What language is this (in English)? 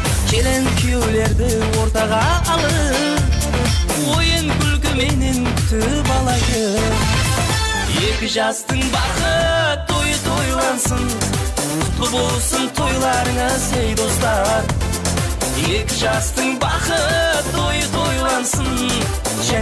Kazakh